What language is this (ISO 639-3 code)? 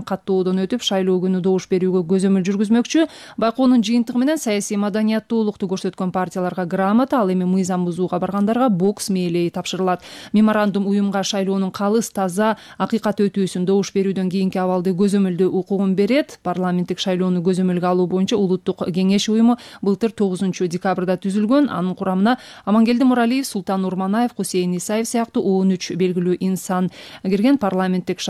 kir